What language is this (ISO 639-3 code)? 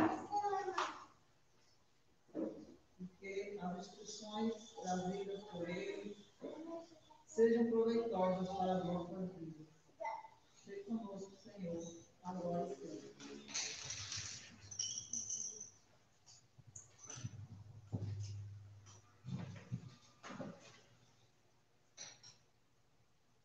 por